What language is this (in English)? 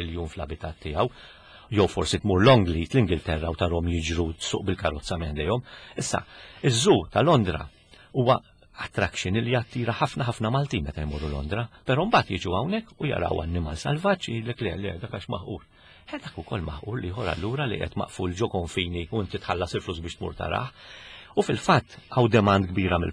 Maltese